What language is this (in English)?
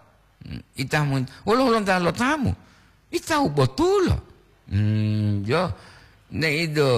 Gorontalo